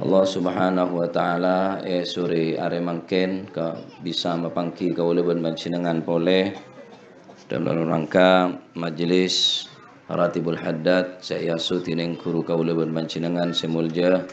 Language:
Madurese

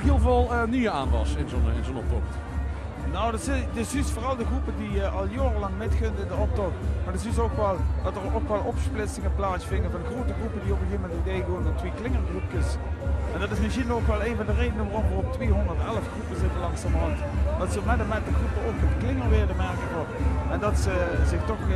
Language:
Limburgish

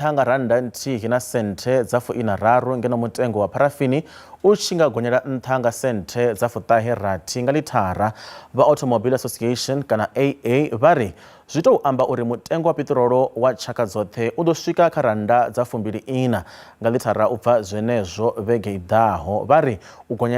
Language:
Venda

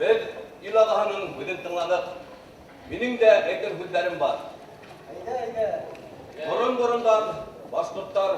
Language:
Bashkir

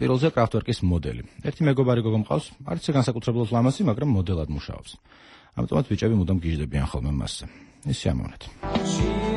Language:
Georgian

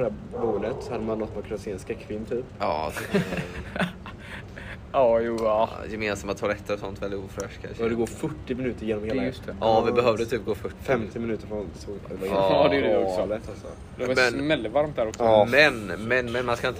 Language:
Swedish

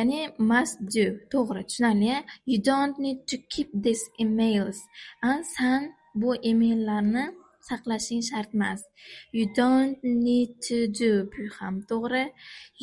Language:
Uzbek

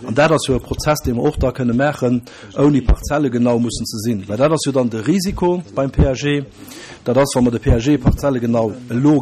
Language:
Luxembourgish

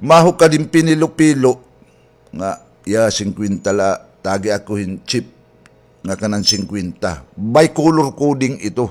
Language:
Waray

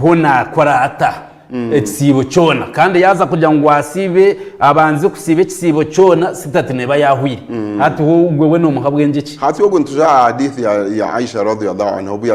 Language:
Nyankole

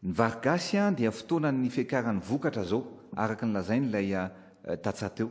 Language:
Malagasy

